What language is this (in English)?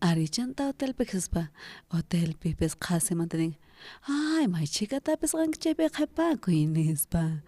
South Bolivian Quechua